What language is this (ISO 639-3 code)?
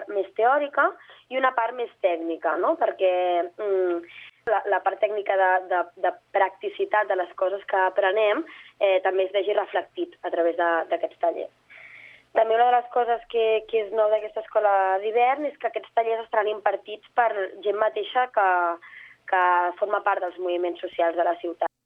cat